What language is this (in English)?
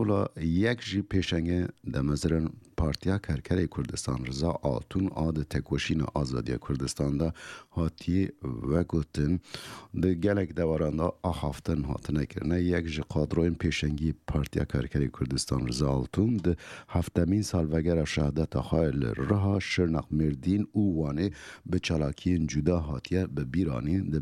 Kurdish